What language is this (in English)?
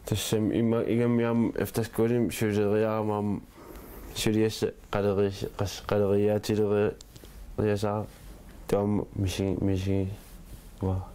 Kalaallisut